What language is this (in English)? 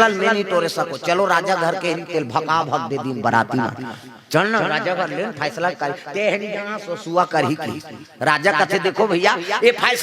Chhattisgarhi